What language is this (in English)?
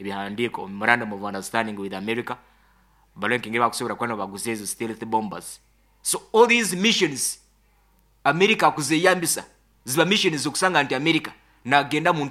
Nyankole